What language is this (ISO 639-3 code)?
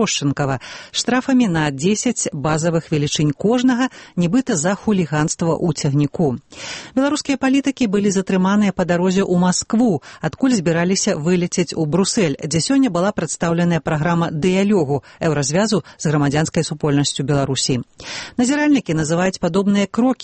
bel